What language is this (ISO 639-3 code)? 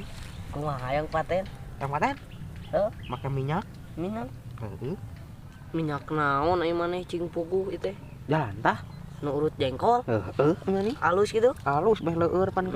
sun